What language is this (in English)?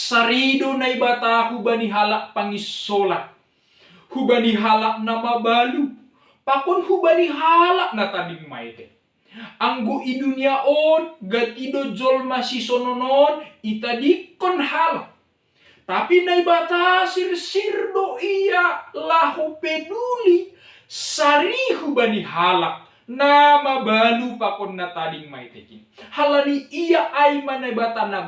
Batak Simalungun